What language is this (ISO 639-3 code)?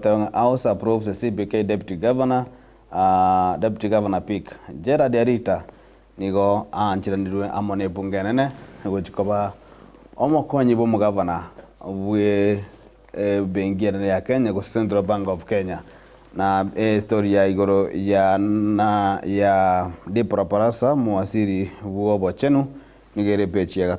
guz